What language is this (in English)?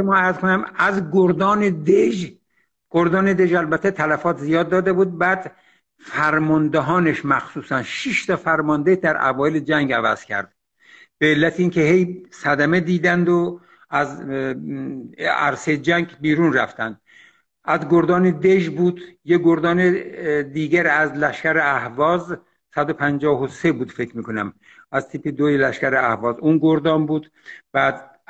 Persian